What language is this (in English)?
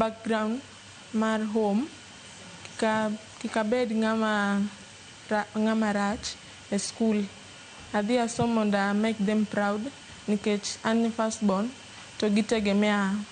Luo (Kenya and Tanzania)